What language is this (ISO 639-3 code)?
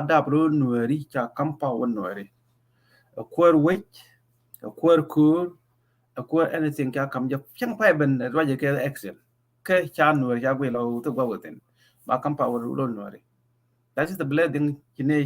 nus